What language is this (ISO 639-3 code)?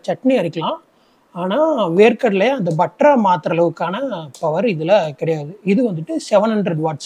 tam